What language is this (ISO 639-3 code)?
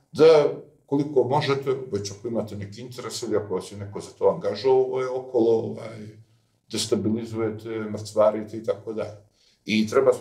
srp